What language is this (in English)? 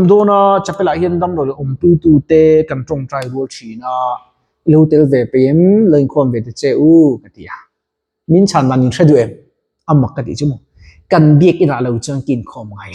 Mizo